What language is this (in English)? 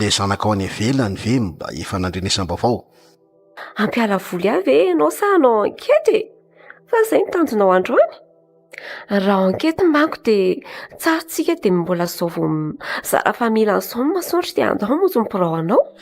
Malagasy